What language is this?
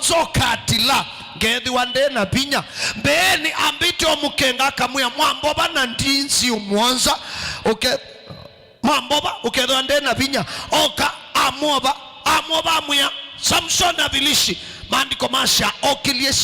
Kamba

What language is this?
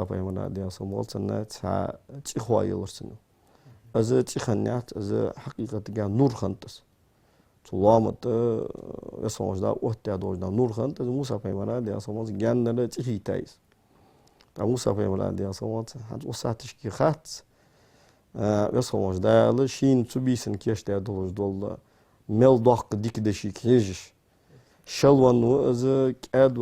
Ingush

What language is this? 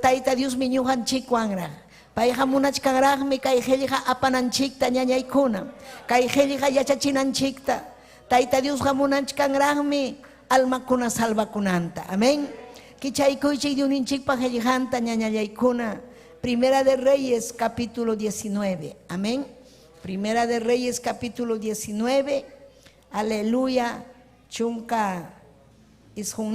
Ayacucho Quechua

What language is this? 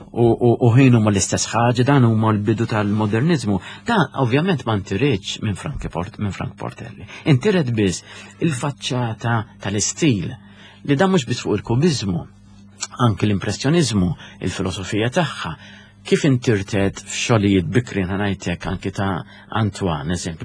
Maltese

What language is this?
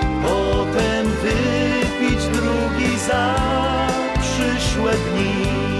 Polish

